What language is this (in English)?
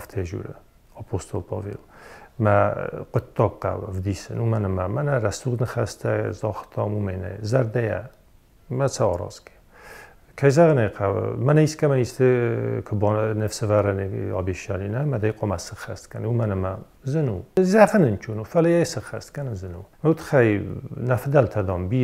Ossetic